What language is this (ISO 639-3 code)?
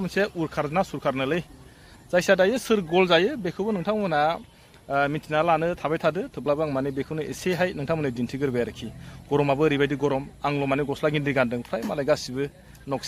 brx